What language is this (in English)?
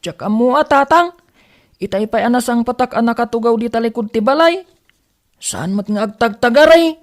Iloko